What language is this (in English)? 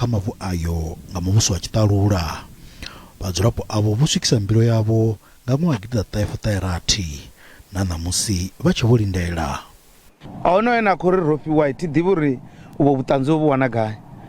Venda